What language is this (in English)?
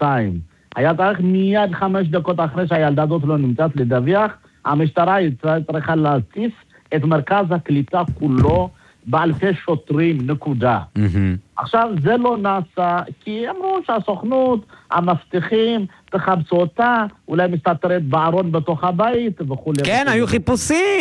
Hebrew